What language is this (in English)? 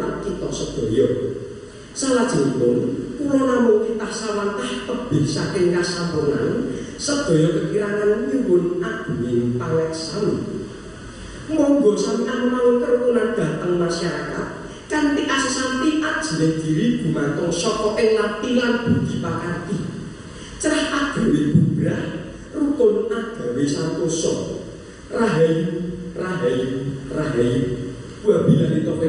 Javanese